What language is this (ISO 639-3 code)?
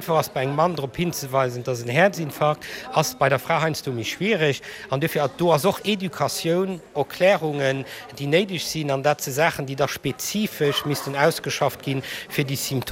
ltz